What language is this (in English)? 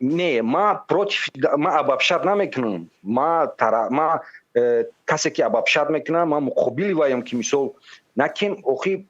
Tajik